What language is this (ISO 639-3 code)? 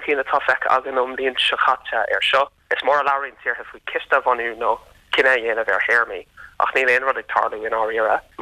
gle